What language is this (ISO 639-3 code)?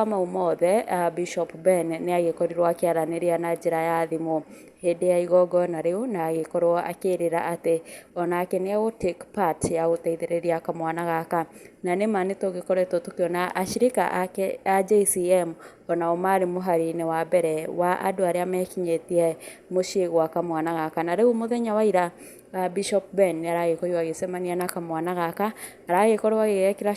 kik